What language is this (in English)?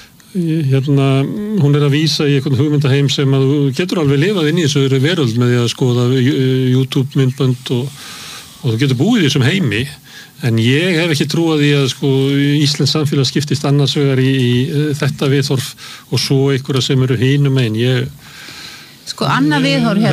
Icelandic